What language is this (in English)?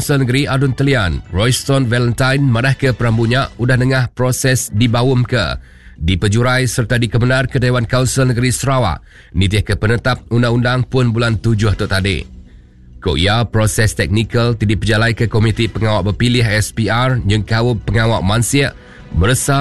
Iban